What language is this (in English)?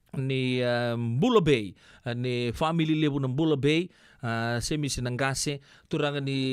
Fijian